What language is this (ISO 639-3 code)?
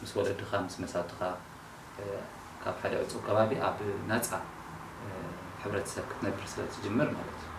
tir